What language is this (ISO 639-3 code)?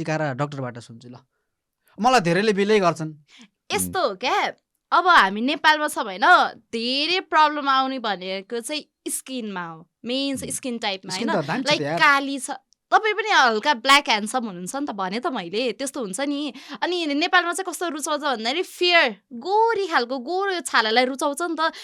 nep